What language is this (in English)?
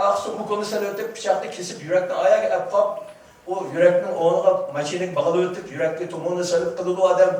Uyghur